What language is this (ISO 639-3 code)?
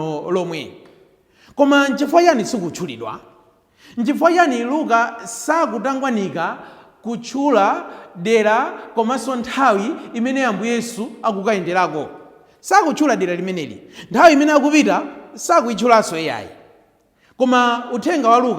nya